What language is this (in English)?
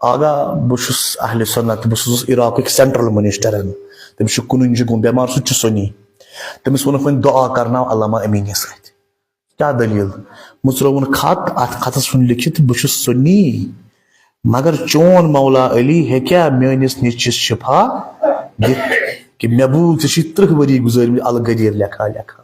Kashmiri